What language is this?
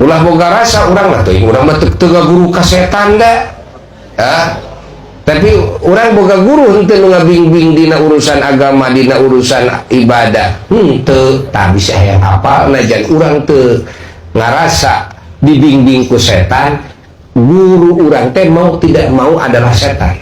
Sundanese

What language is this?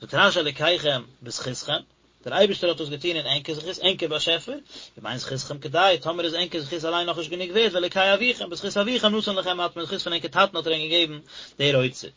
Yiddish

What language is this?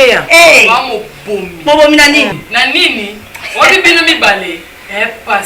Lingala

